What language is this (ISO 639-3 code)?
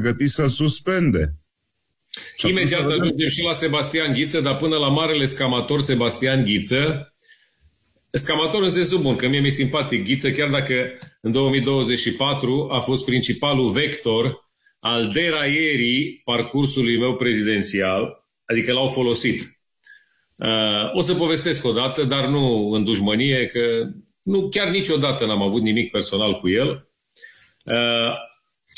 ron